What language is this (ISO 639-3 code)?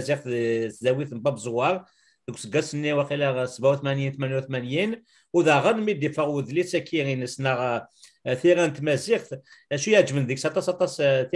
kab